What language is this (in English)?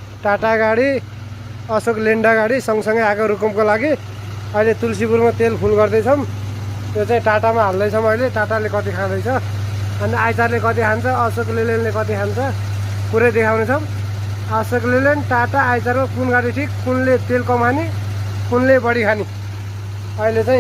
Nepali